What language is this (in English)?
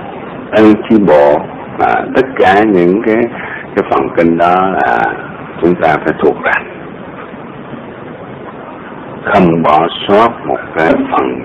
Vietnamese